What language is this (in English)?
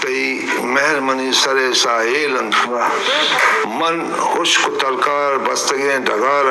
Eastern Balochi